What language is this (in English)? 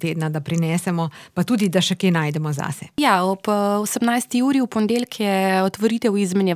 Slovenian